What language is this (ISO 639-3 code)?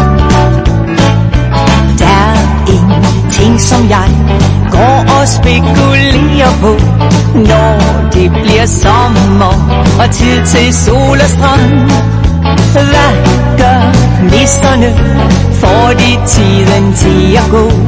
dan